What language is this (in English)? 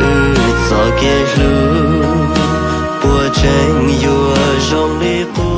Hmong